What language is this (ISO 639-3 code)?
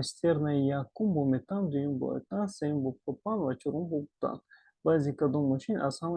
tgk